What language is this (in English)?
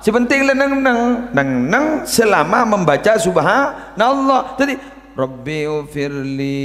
Madurese